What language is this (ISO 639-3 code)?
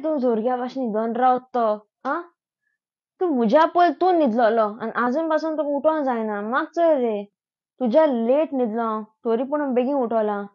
kok